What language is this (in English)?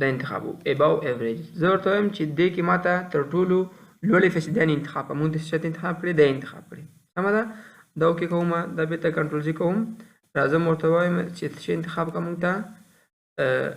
Pashto